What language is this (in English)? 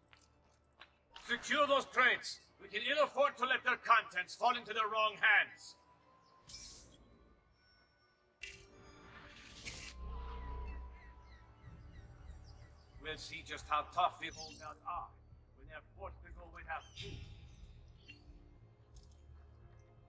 English